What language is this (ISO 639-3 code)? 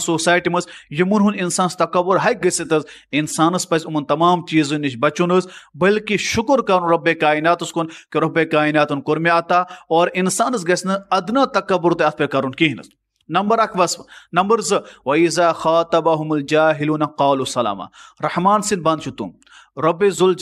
kas